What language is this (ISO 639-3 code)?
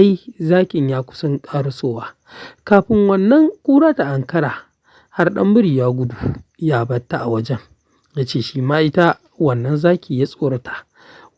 hau